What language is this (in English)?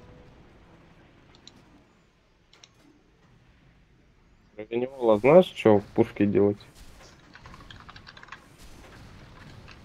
Russian